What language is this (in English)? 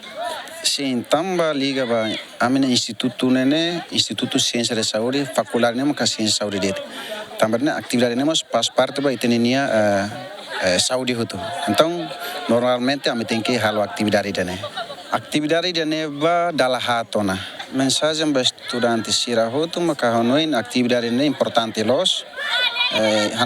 Tetum